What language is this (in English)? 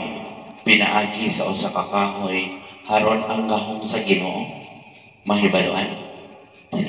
Cebuano